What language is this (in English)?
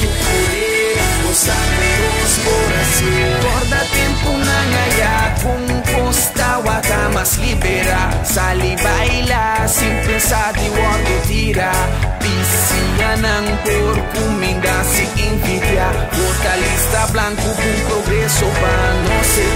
Papiamento